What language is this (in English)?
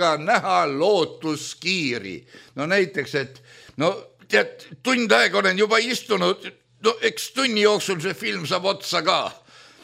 Estonian